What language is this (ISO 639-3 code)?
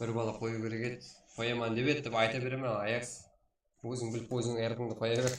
kaa